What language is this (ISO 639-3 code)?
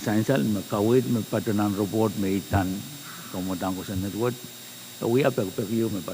pon